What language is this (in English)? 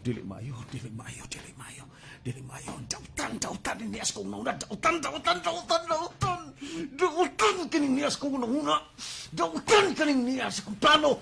Cebuano